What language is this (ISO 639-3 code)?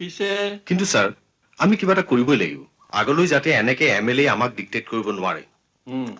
asm